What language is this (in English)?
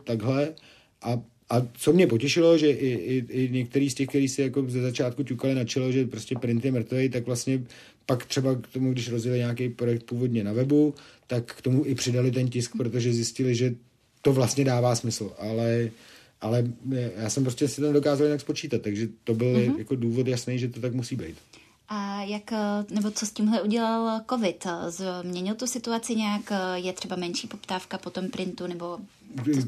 Czech